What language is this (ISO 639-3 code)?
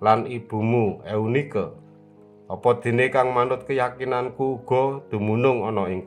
jav